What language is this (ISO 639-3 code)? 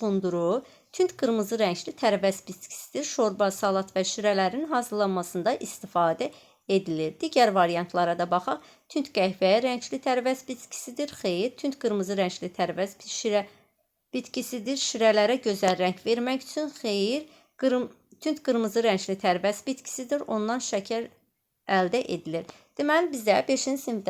aze